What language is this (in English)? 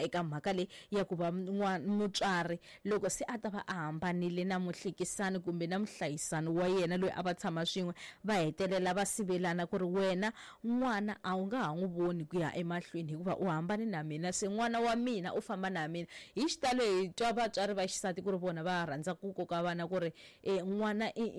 Tsonga